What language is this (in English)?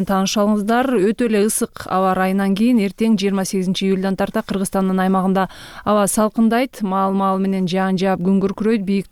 Kyrgyz